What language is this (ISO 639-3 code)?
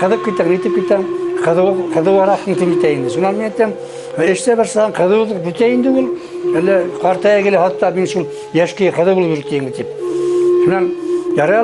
bak